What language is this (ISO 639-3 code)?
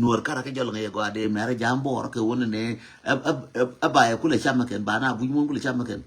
nus